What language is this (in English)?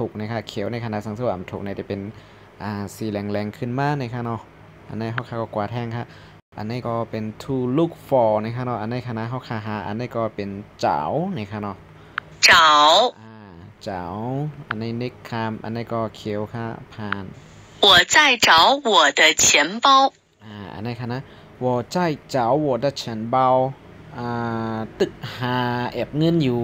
Shan